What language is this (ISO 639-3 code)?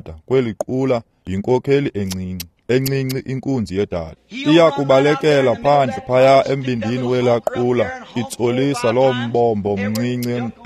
xho